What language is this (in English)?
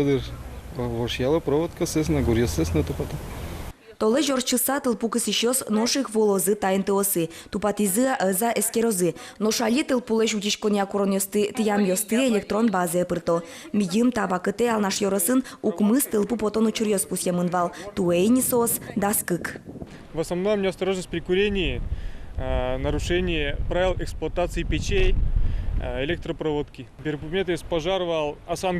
Udmurt